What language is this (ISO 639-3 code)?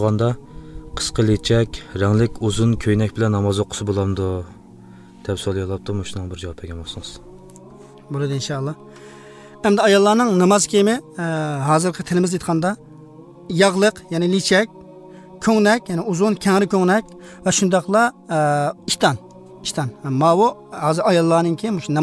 uzb